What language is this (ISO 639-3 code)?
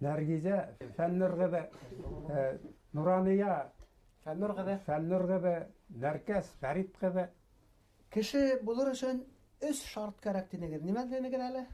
bak